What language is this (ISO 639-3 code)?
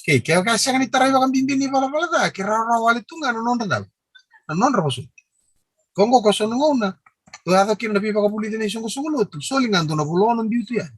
fij